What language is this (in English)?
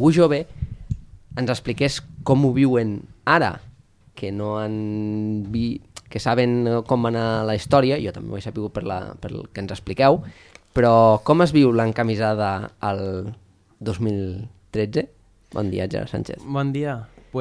Catalan